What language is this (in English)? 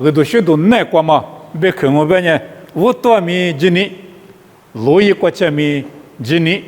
Lisu